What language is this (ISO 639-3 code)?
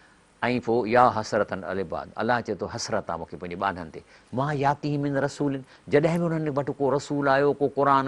snd